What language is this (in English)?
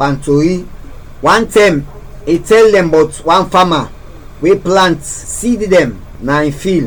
Krio